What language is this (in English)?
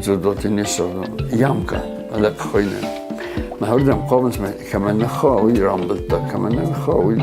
Ossetic